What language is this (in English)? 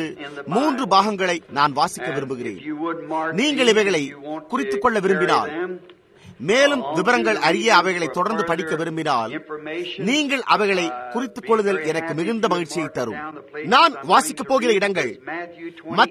Tamil